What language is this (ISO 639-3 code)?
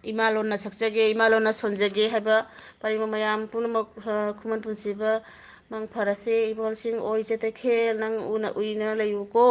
mni